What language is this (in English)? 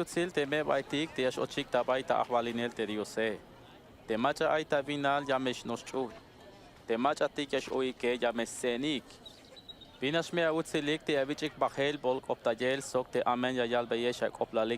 Tzeltal